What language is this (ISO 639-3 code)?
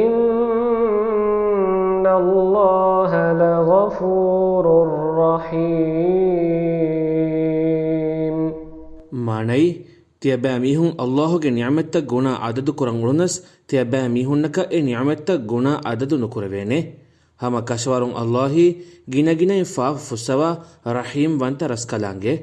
div